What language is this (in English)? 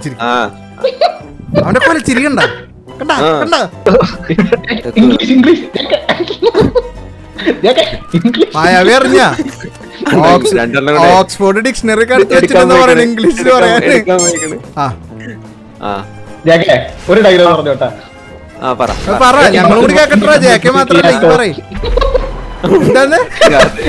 Malayalam